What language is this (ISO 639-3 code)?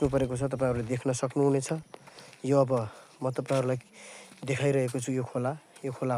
nep